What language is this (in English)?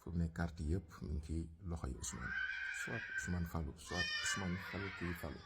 Wolof